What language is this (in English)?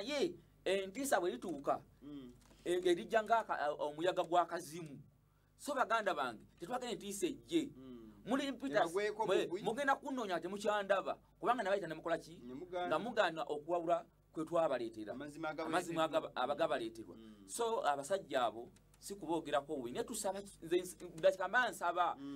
Ganda